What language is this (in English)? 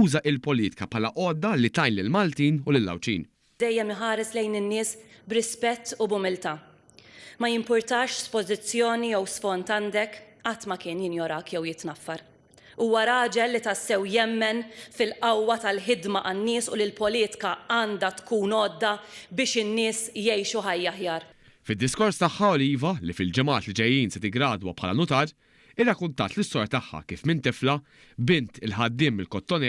Maltese